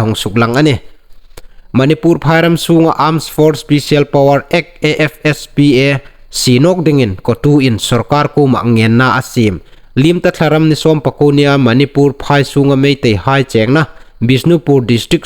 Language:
Hmar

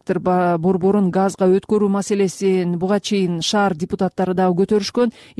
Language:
Kyrgyz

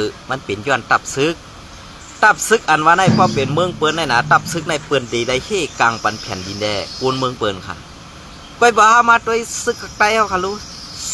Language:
Shan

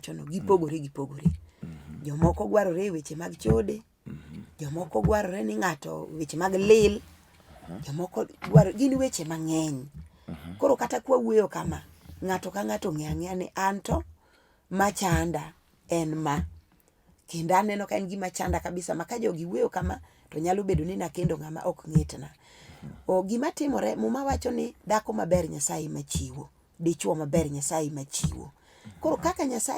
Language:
Luo (Kenya and Tanzania)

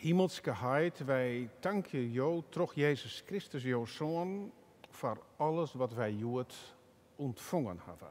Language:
Western Frisian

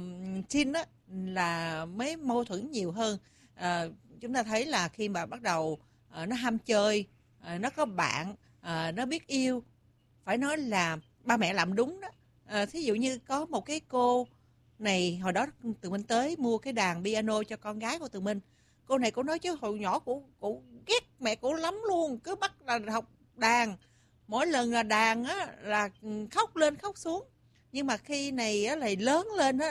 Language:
Vietnamese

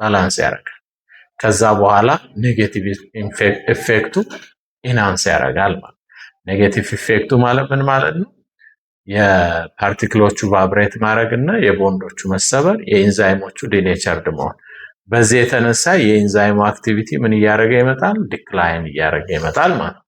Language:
Amharic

